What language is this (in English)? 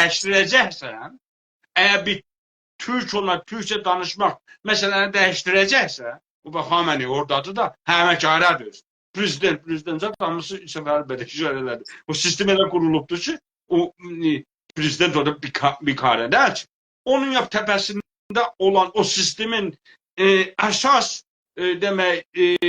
South Azerbaijani